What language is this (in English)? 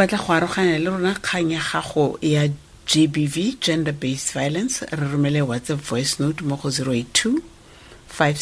Tswana